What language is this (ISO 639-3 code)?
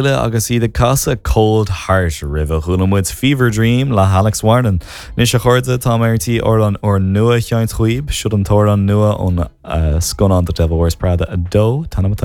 gle